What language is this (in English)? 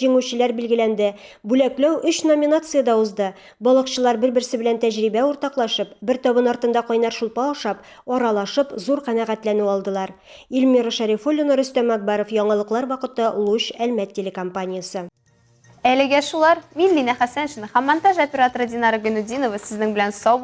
Tatar